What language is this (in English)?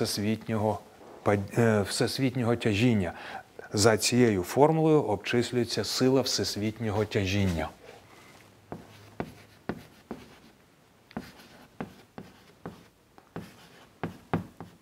Ukrainian